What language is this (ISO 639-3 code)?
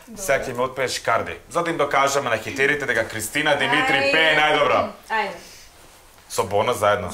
mkd